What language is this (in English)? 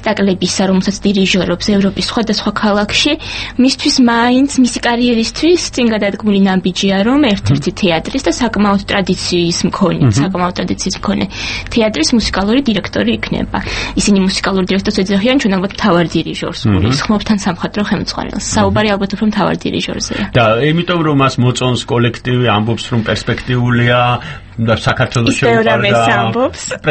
Georgian